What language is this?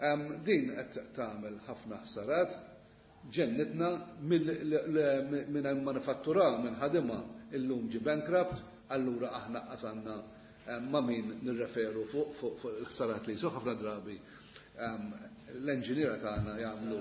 Maltese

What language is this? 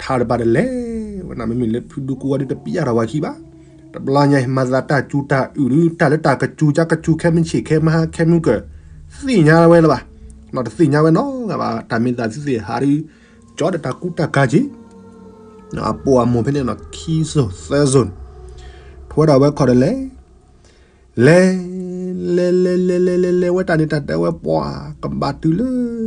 S'gaw Karen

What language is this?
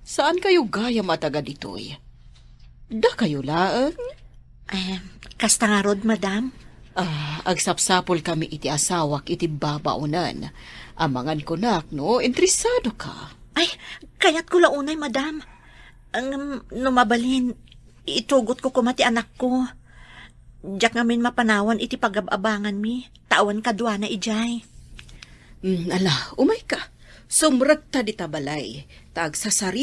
Iloko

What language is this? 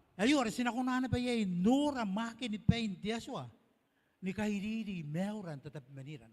Gilbertese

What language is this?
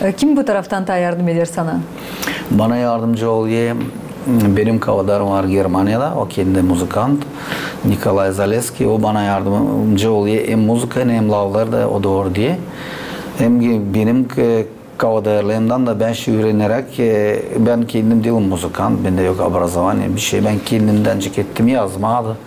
Gagauz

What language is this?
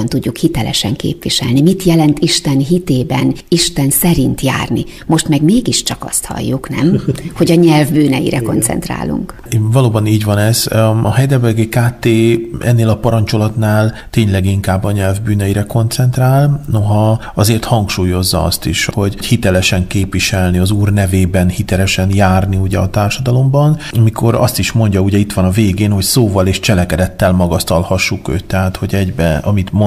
Hungarian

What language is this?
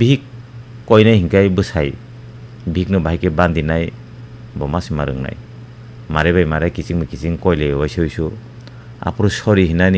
Kok Borok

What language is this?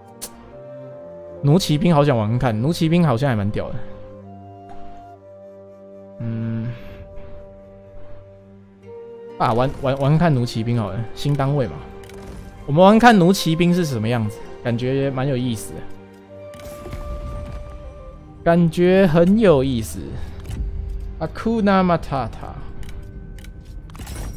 Chinese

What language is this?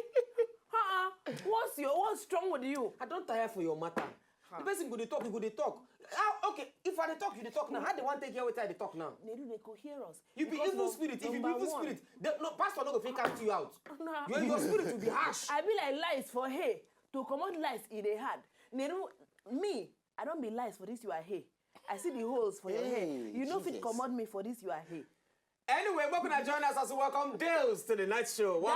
Nigerian Pidgin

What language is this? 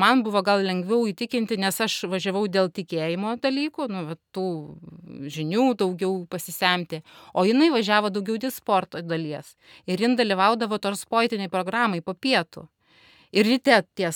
Lithuanian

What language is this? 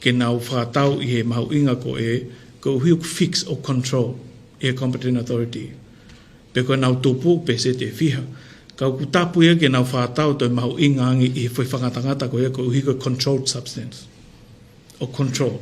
Tongan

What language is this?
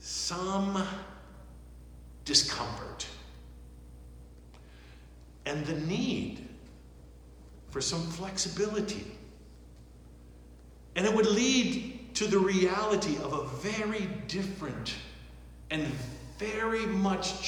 English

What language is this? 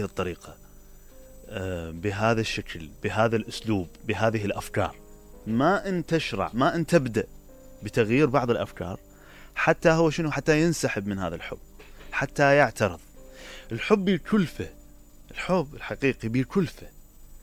Mesopotamian Arabic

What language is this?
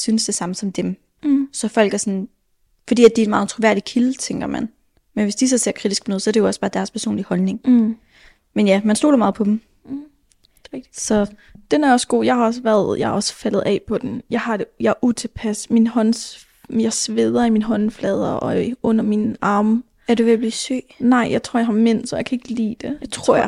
Danish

